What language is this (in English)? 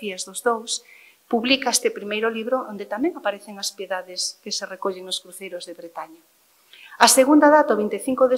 Galician